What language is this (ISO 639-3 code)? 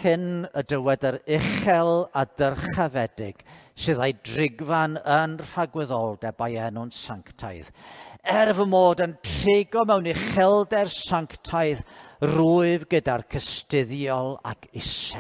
cym